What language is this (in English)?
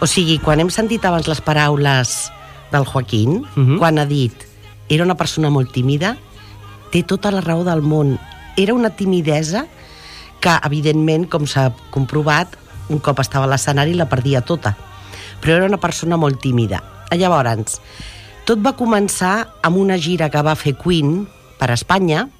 Catalan